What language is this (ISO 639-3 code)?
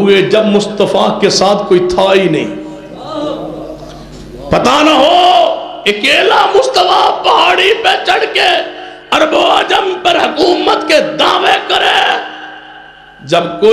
urd